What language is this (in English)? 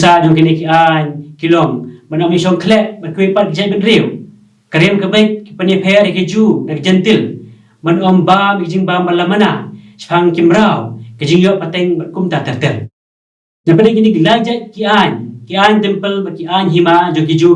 Khasi